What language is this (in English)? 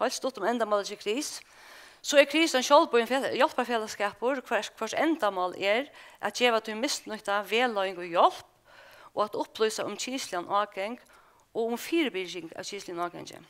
Faroese